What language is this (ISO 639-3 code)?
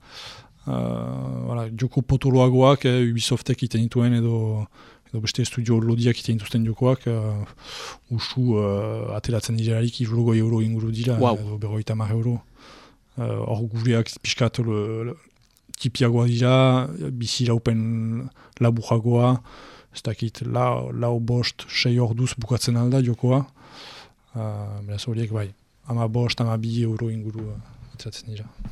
eus